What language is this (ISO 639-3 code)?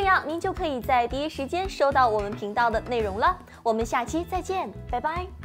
zho